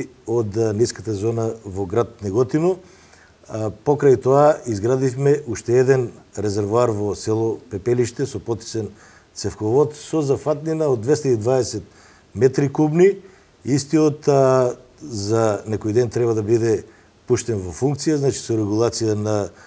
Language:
Macedonian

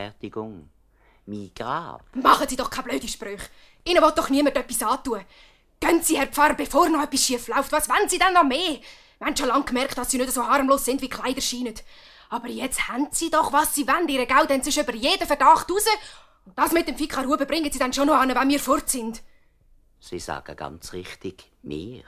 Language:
Swiss German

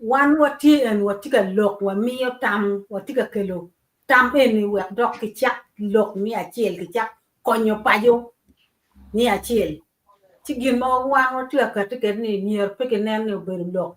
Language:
Acoli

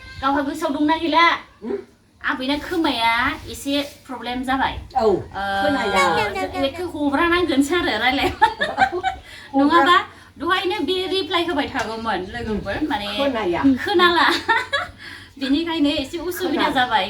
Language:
Bodo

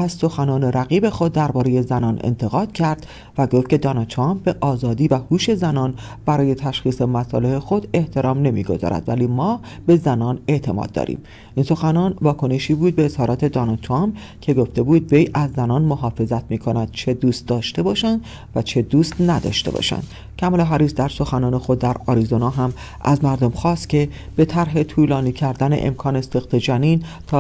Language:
Persian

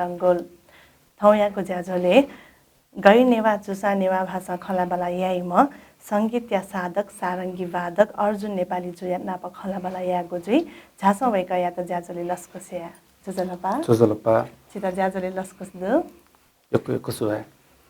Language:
Newari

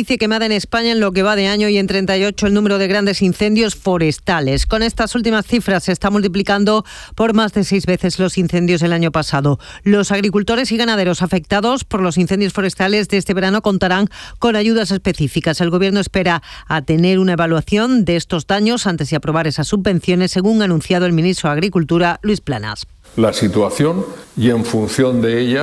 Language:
Spanish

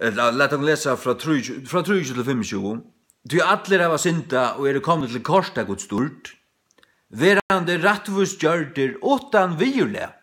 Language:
Faroese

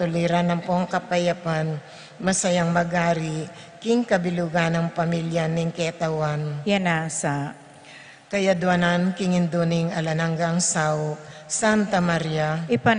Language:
Pampanga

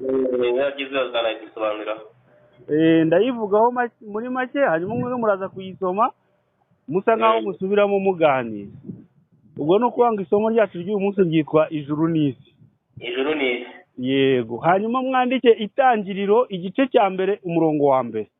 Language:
Kinyarwanda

